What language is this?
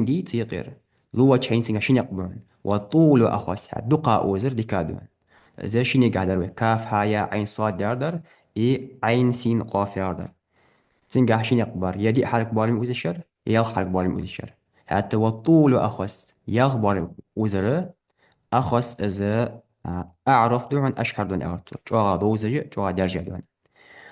Ingush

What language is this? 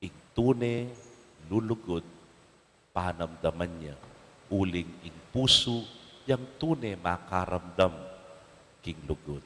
Pampanga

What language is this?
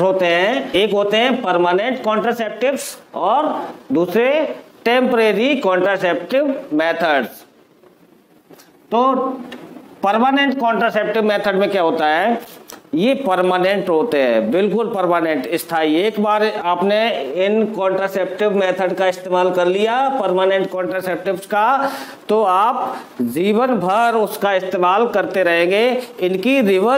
Hindi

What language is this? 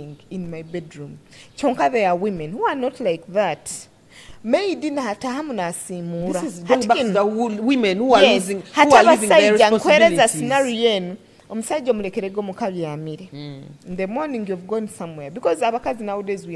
Nyoro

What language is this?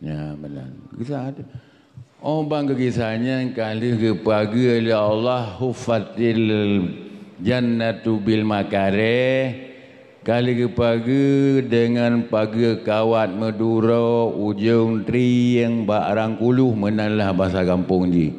Achinese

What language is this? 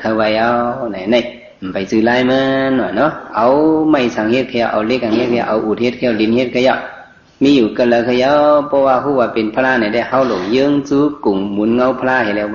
Shan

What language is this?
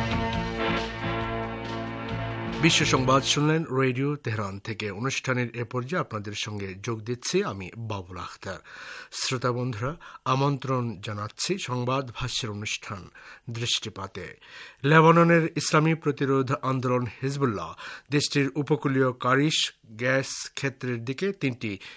Bangla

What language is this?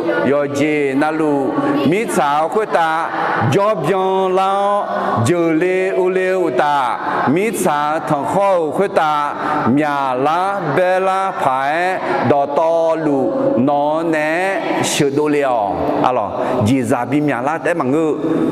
Akha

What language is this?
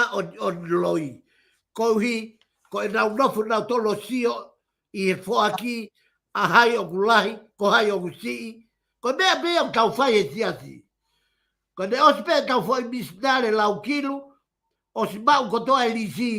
Tongan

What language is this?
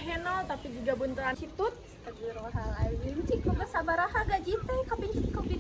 Sundanese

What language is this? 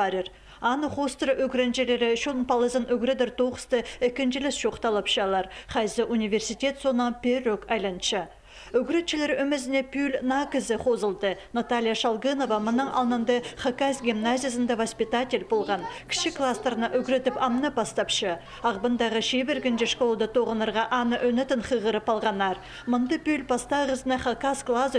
Khakas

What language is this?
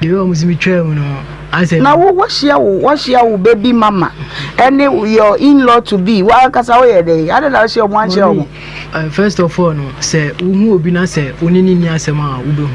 Akan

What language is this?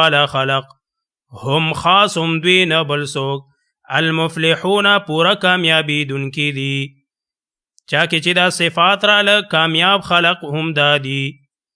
Pashto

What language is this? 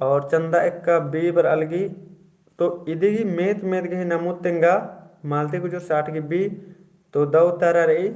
Kurukh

